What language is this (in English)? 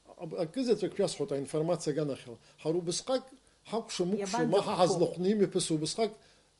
Abkhazian